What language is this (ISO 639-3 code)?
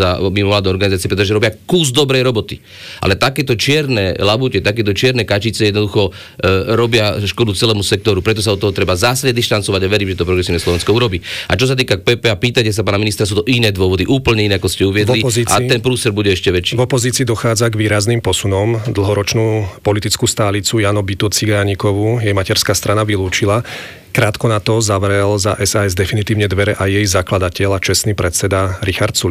slk